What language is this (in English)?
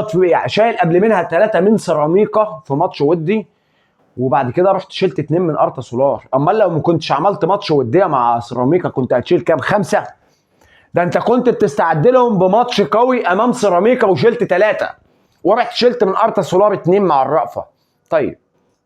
Egyptian Arabic